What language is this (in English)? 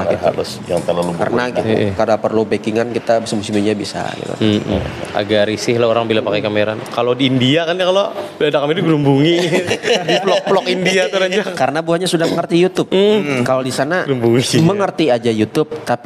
Banjar